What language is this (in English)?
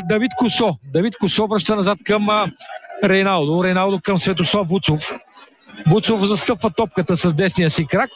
Bulgarian